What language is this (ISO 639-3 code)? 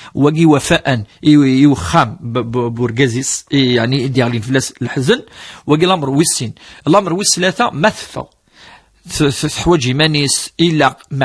kab